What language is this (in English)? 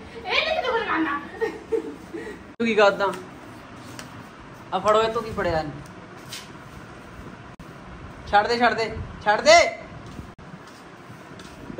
Punjabi